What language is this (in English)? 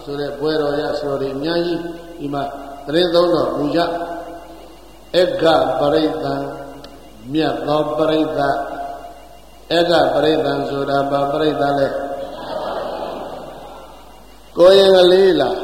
Burmese